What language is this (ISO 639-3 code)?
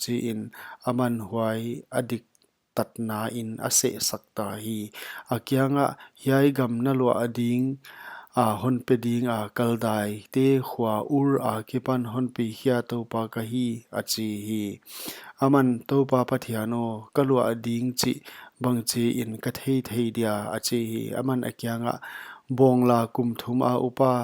pck